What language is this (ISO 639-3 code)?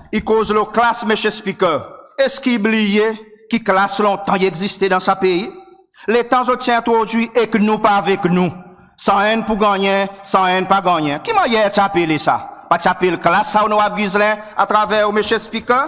crs